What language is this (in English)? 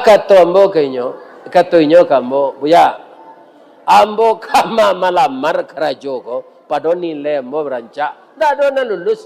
Minangkabau